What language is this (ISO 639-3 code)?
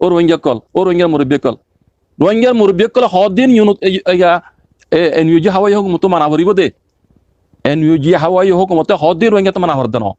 rhg